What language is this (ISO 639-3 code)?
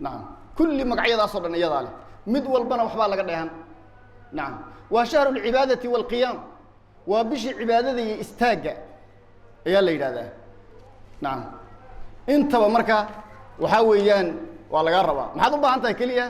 som